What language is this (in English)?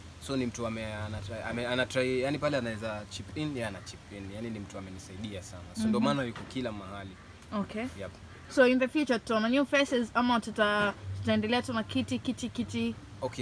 Swahili